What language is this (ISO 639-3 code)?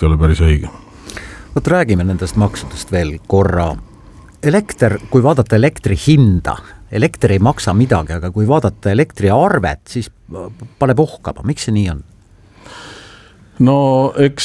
est